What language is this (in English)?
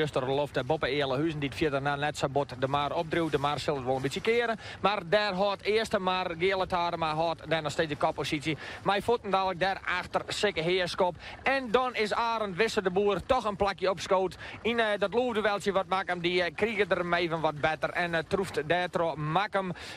Western Frisian